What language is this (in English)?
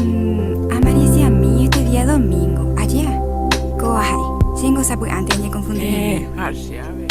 Guarani